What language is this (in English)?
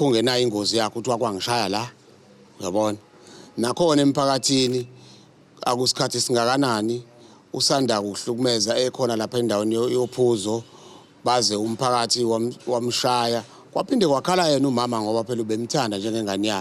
Zulu